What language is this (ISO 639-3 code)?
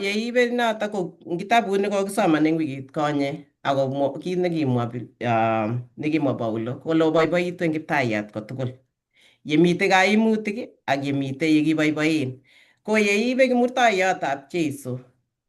kln